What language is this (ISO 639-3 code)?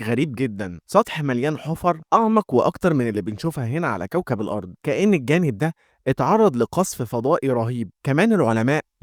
arz